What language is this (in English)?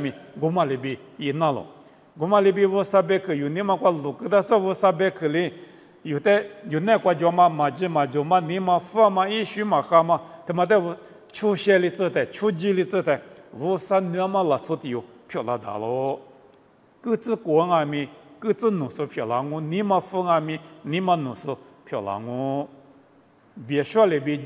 Lisu